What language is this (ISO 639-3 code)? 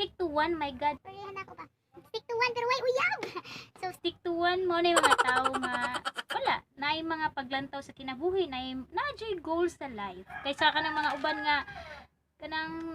ceb